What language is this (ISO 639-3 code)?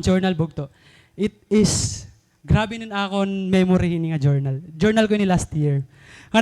war